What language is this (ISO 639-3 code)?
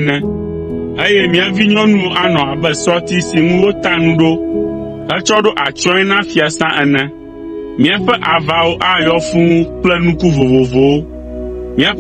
ewe